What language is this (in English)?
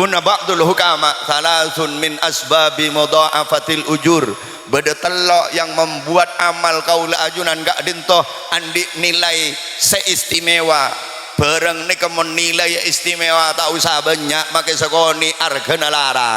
Madurese